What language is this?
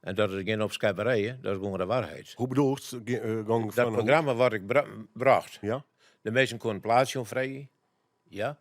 Western Frisian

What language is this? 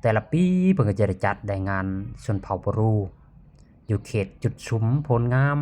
Lao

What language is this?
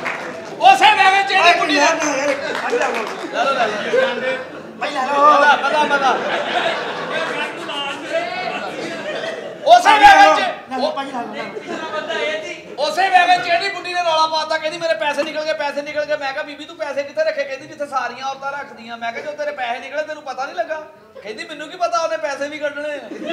Punjabi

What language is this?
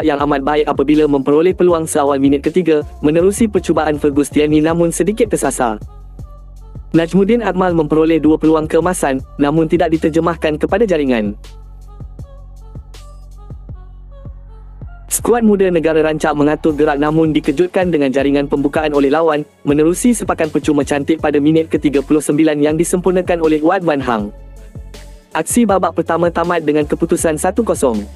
Malay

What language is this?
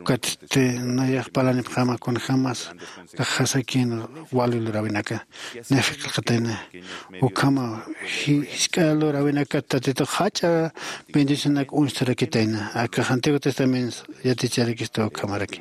Aymara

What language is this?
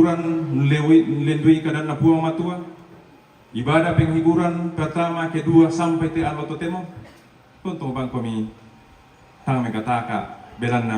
Toraja-Sa'dan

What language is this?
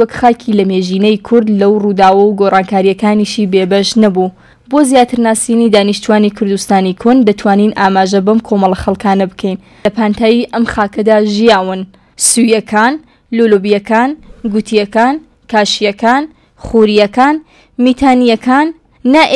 Central Kurdish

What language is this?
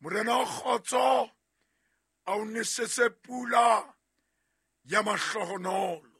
Southern Sotho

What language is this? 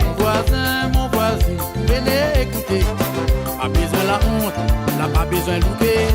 Réunion Creole French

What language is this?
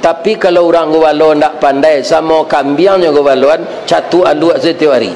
Minangkabau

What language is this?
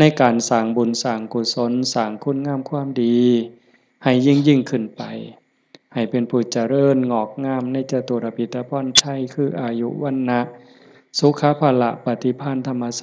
Lao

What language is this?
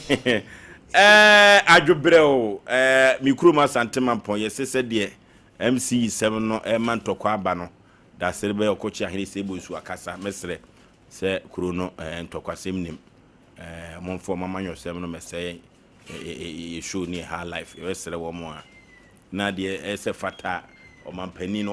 Akan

